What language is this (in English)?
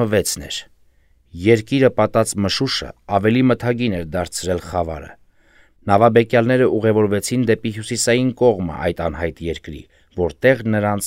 Armenian